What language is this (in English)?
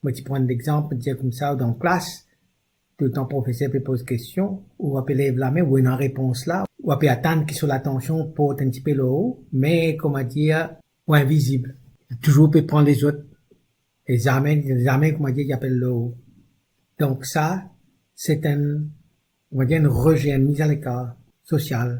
Morisyen